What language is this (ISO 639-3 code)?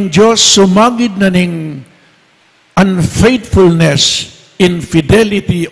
pam